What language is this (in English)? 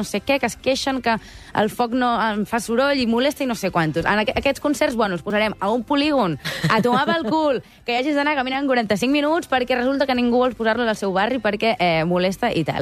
Catalan